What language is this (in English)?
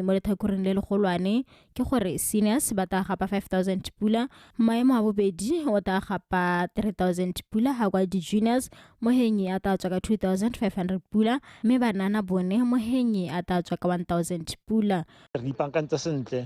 Tswana